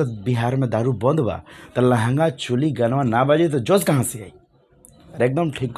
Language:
Bhojpuri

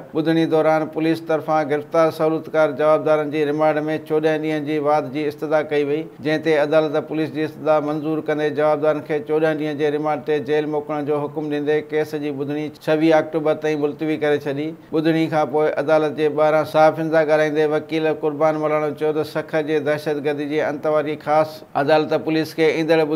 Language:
Sindhi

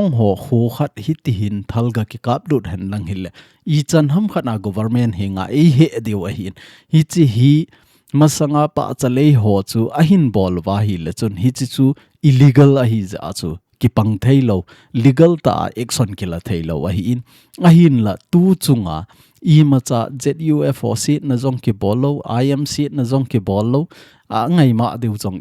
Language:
Thado Chin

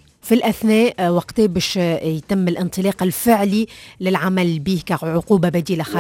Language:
Tunisian Arabic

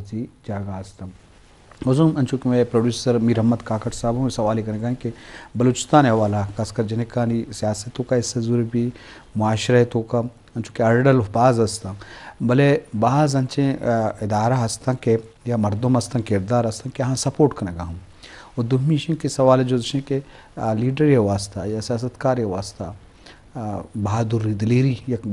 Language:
Eastern Balochi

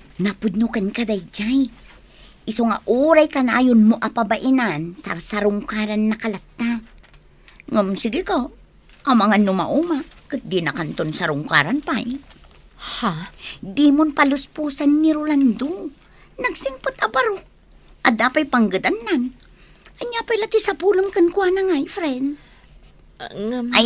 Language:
Iloko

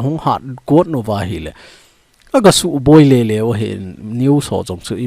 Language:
Thado Chin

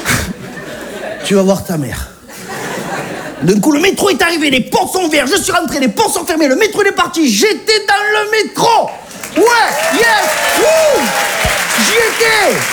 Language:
French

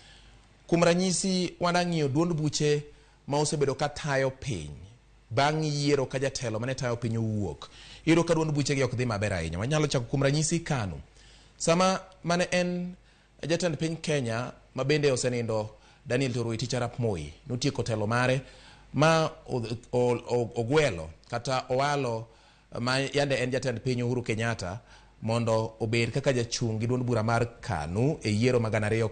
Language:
Luo (Kenya and Tanzania)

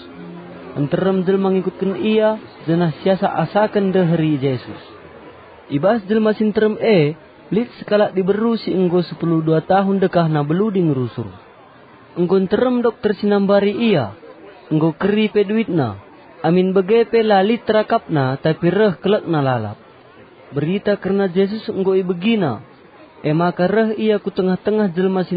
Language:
Batak Karo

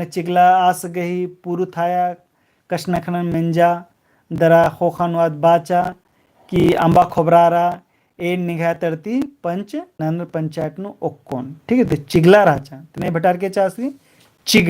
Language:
Kurukh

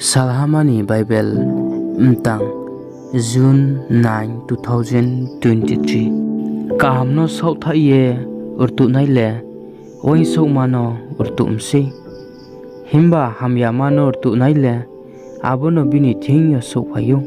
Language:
Riang (India)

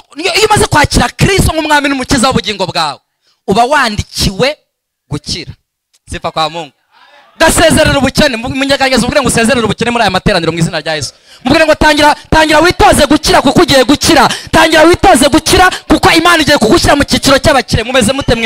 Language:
Kinyarwanda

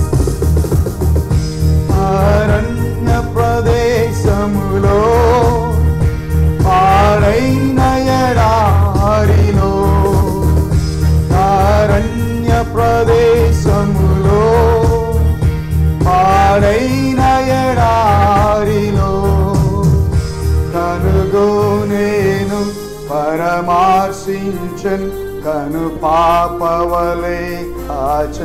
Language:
Telugu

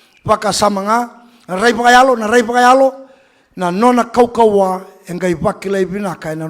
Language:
Fijian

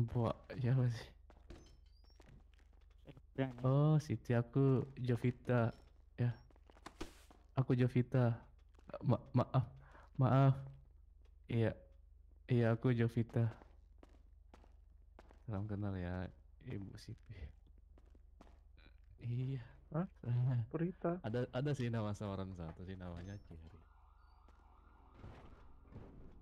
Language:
Indonesian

